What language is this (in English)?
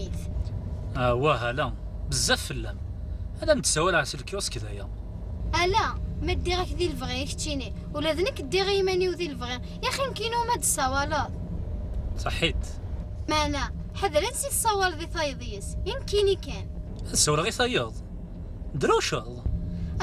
Kabyle